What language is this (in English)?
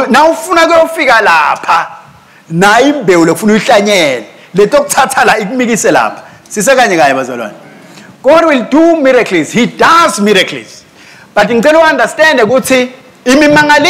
Swati